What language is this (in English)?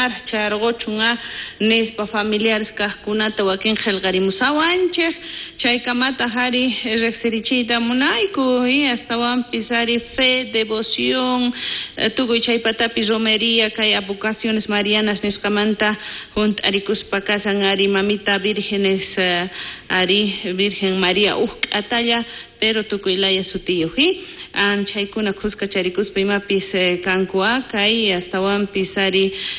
South Bolivian Quechua